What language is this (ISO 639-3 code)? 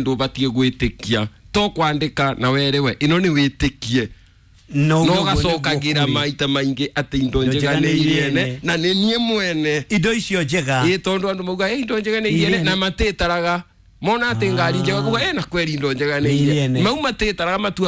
kik